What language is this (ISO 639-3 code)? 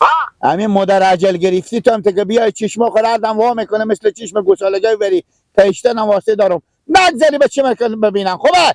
fas